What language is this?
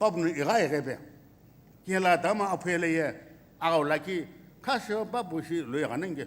Sumi Naga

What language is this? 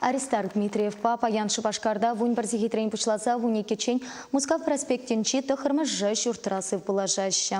Chuvash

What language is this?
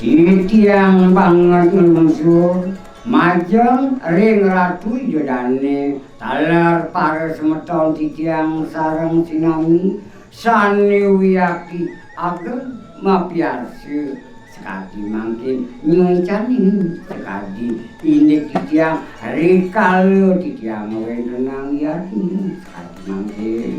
Balinese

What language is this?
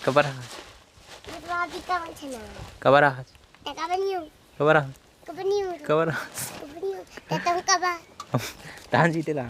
Chhattisgarhi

